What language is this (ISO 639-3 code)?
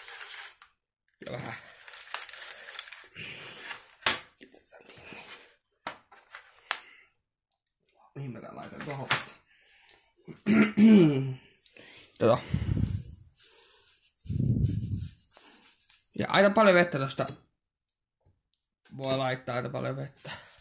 fin